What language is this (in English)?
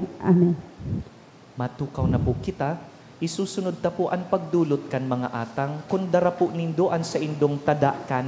Bikol